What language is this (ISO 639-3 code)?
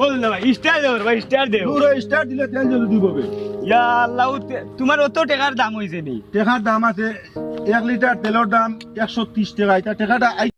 syl